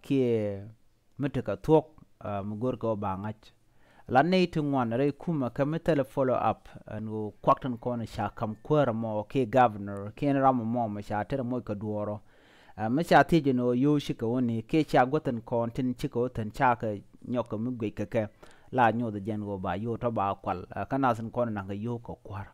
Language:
Nuer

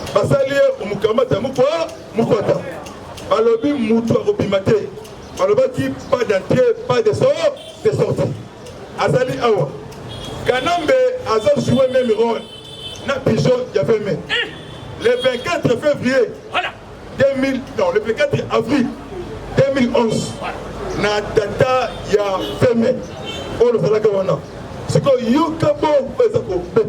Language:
Lingala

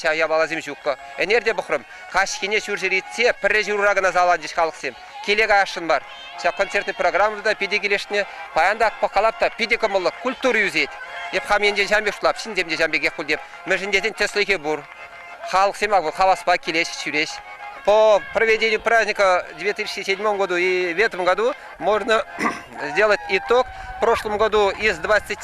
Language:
Chuvash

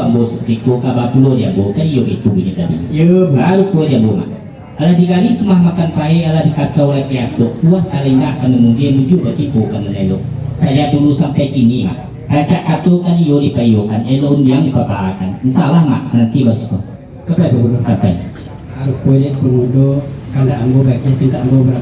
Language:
Minangkabau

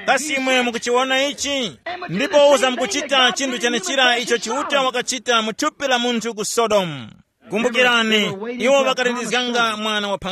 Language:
Tumbuka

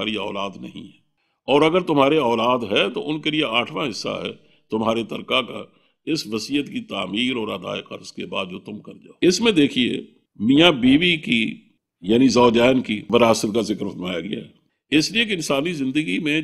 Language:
Urdu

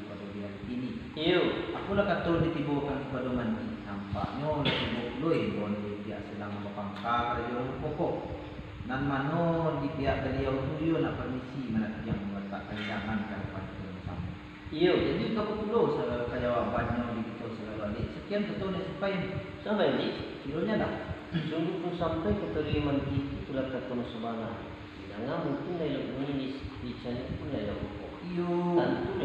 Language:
Minangkabau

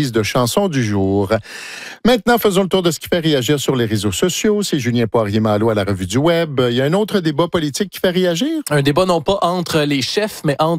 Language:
French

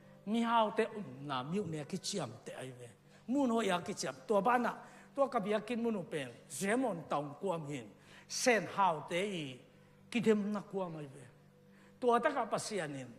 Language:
Tedim Chin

